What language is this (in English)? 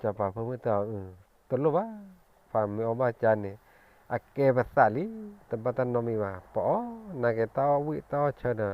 S'gaw Karen